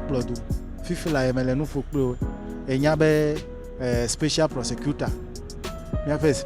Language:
Ewe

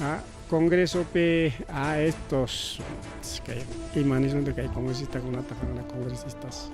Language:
Ayacucho Quechua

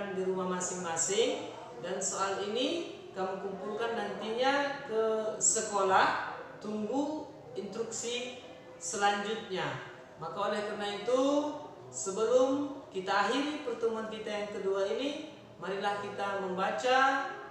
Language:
Indonesian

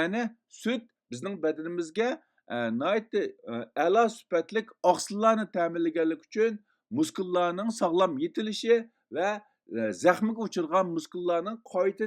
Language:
Uyghur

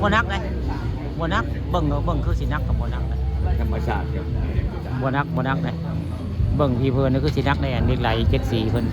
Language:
Northeastern Thai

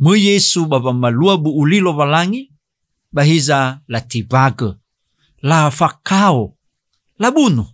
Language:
Nias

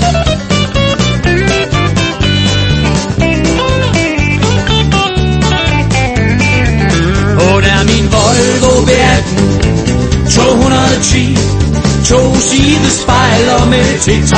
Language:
Danish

